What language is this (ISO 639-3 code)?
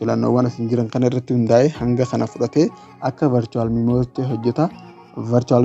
orm